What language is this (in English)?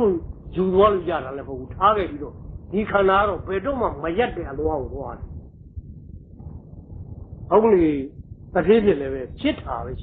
Burmese